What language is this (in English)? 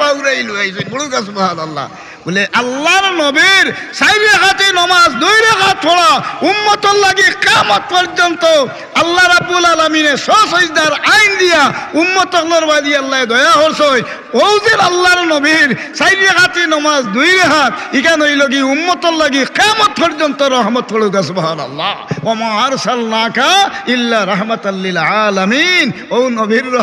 Sylheti